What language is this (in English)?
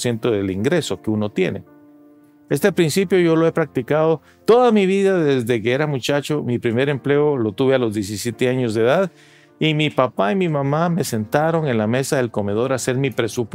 Spanish